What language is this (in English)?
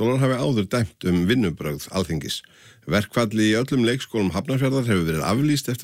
Icelandic